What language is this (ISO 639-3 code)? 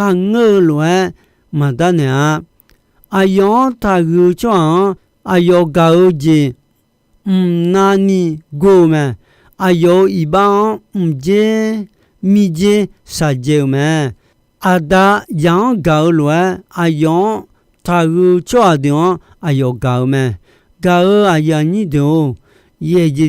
ahk